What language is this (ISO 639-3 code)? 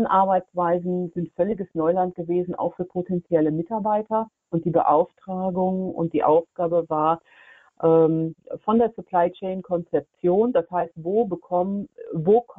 deu